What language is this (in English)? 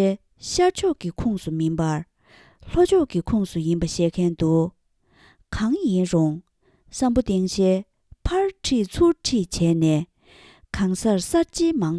Tibetan